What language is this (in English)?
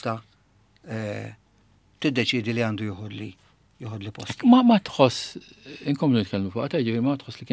Maltese